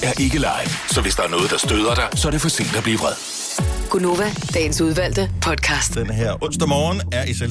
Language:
Danish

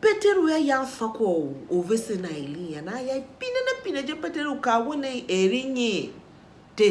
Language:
Tiv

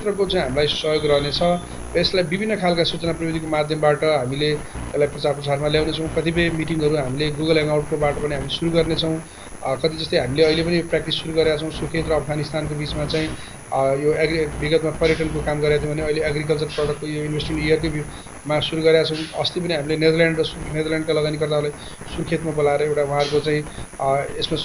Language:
Nepali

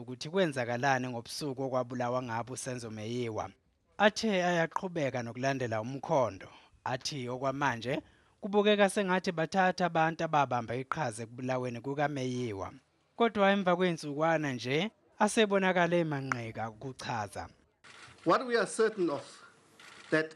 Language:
Zulu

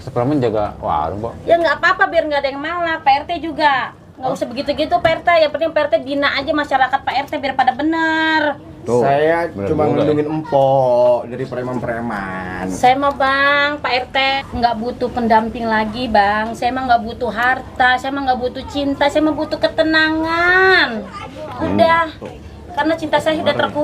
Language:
Betawi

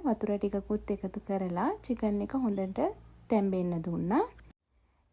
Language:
Sinhala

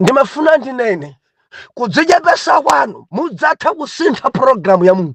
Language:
Nyanja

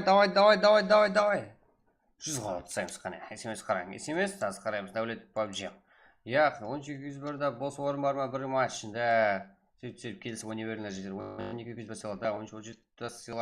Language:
Kara-Kalpak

